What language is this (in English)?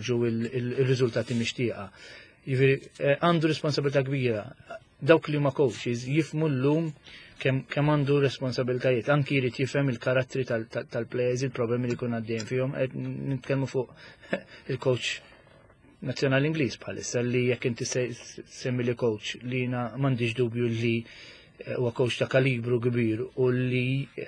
Maltese